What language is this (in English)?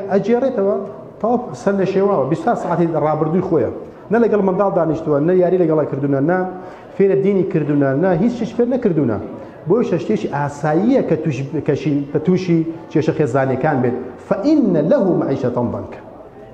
Central Kurdish